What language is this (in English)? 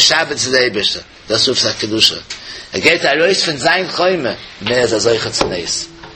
Yiddish